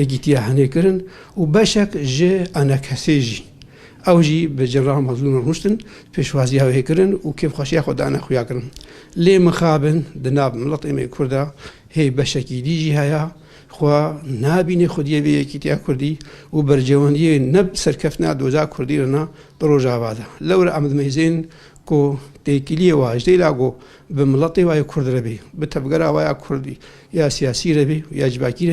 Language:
Kurdish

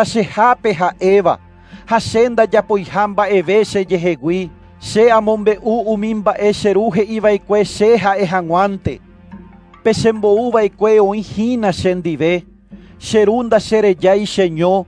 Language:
Guarani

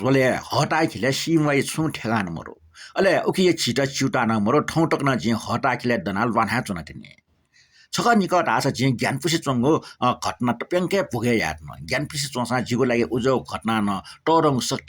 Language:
Newari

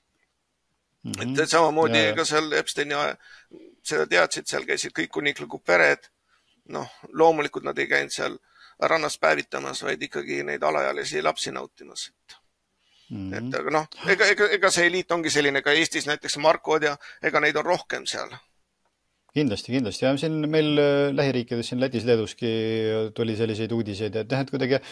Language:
Estonian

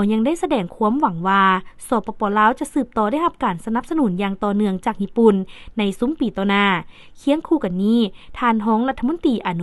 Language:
Lao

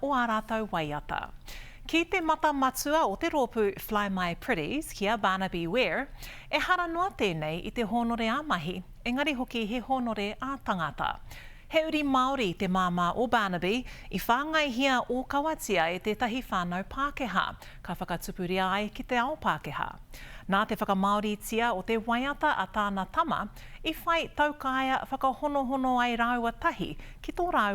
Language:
Māori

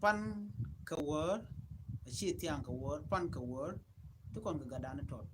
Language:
Nuer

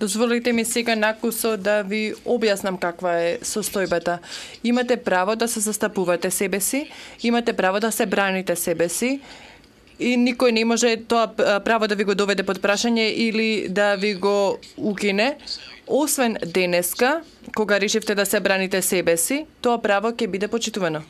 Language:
Macedonian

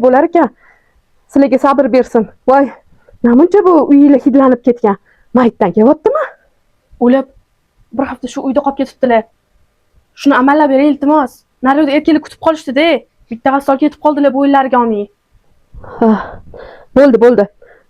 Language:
Uzbek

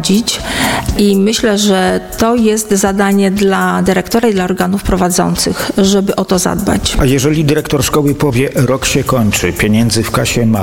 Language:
Polish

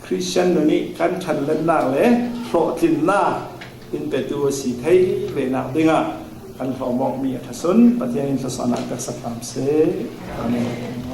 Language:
Falam Chin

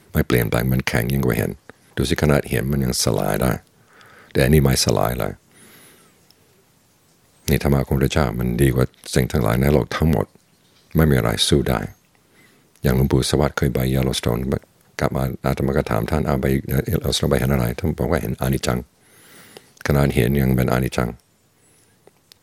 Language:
Thai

